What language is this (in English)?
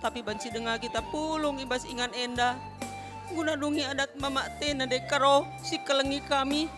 Batak Karo